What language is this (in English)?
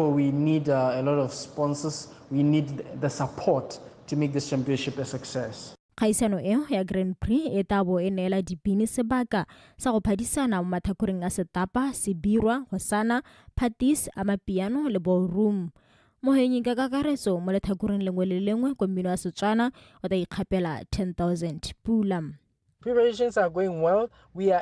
Tswana